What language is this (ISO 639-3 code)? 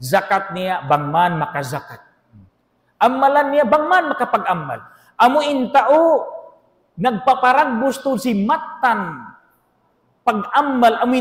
tsg